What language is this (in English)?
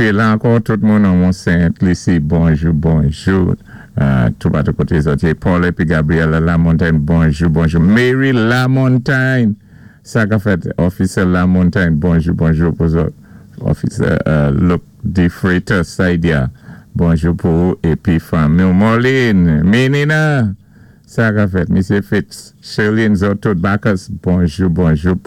Saint Lucian Creole French